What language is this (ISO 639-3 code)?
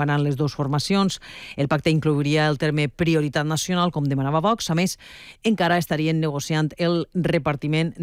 cat